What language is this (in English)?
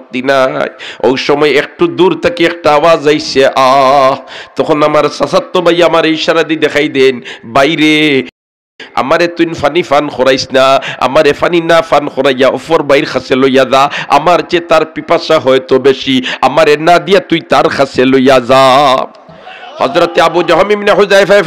Sylheti